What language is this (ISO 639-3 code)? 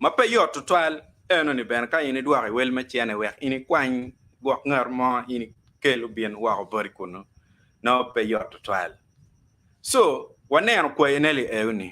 ach